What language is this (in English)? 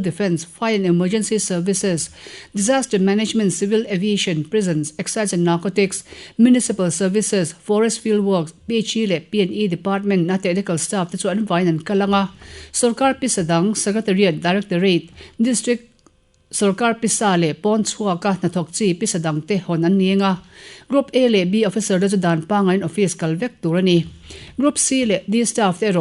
Mizo